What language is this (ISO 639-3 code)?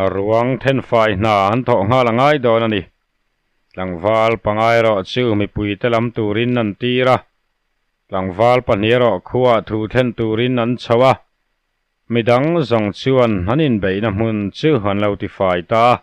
lus